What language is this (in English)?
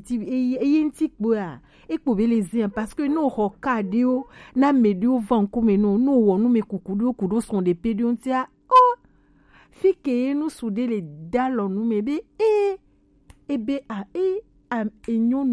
Gen